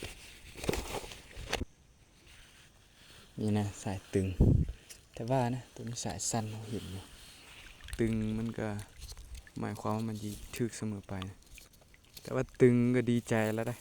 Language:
Lao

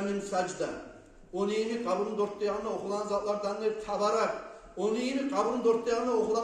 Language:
Kumyk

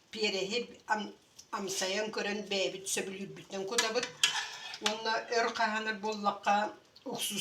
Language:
Yakut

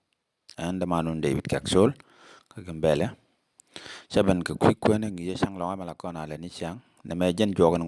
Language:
Nuer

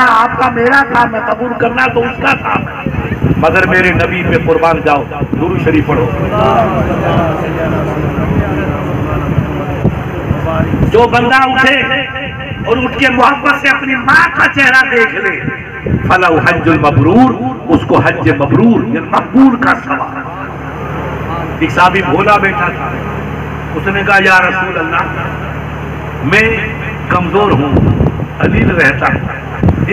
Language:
Urdu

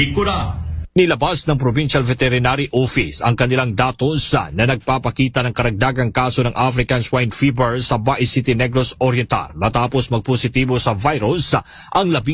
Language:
Filipino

